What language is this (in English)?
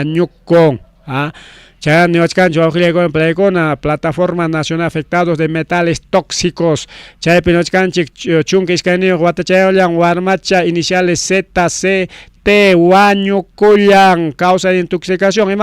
Ayacucho Quechua